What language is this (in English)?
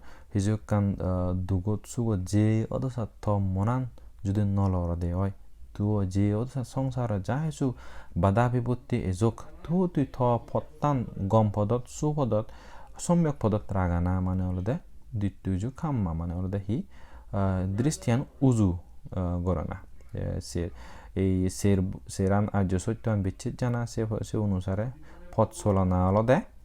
Chakma